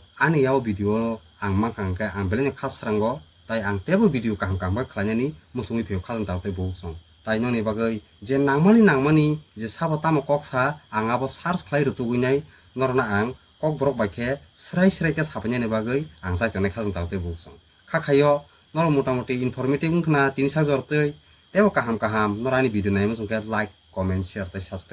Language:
Kok Borok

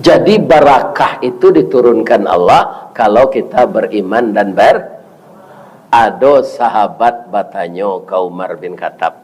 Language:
Minangkabau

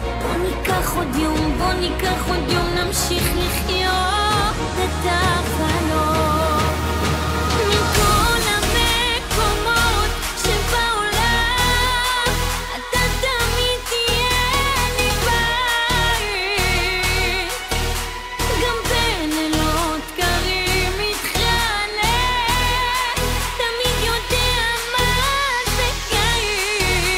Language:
Hebrew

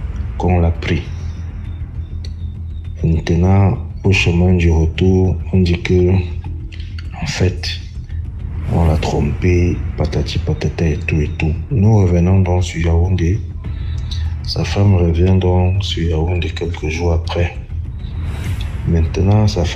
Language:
French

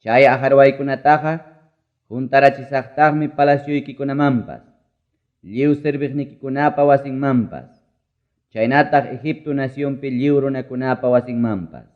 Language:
Ayacucho Quechua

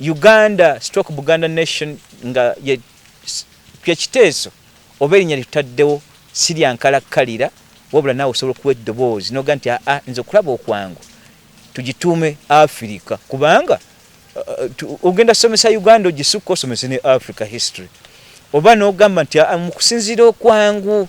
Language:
Ganda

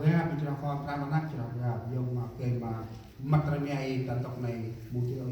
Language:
Central Mnong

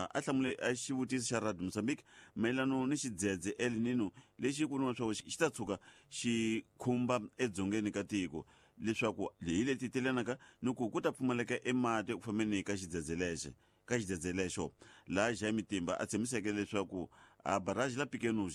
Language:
Tsonga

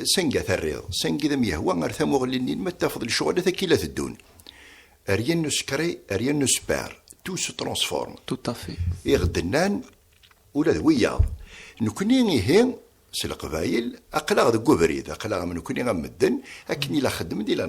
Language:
Kabyle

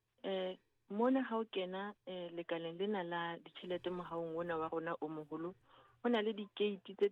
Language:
Southern Sotho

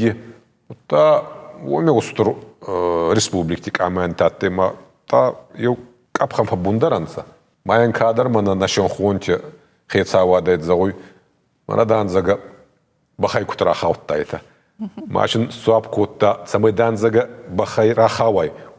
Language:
Ossetic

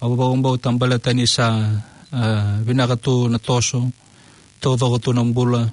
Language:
Fijian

